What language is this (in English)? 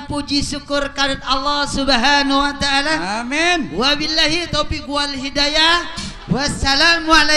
Betawi